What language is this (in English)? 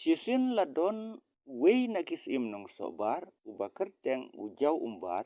Khasi